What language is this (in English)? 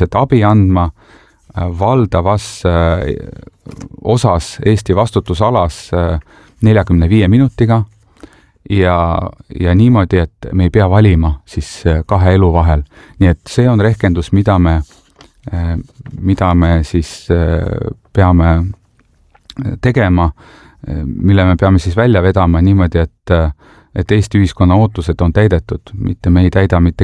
Estonian